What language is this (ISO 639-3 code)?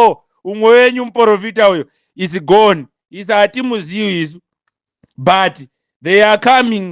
sna